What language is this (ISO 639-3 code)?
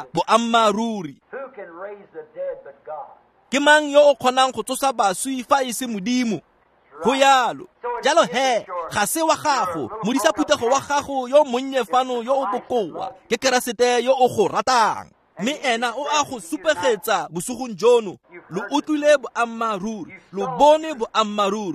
tsn